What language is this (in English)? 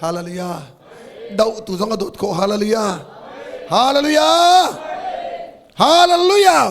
Hakha Chin